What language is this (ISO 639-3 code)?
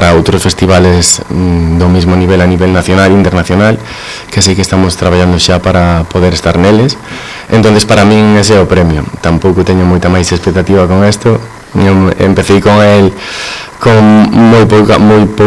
glg